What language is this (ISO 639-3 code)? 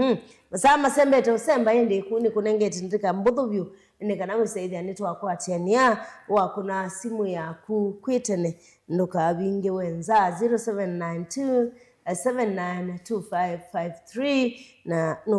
kam